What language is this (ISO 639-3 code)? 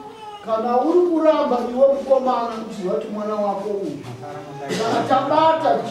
sna